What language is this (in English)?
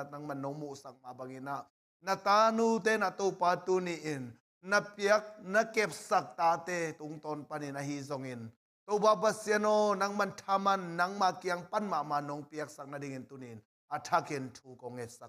Tedim Chin